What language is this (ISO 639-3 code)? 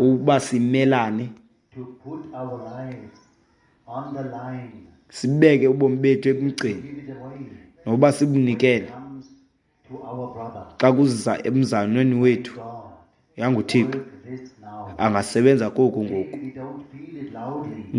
xho